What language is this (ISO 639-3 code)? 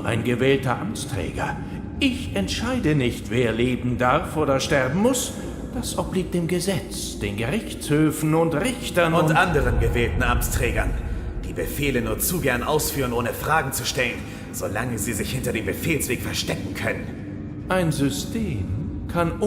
gsw